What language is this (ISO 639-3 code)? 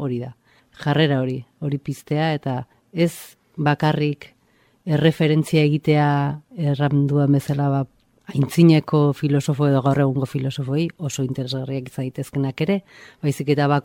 eus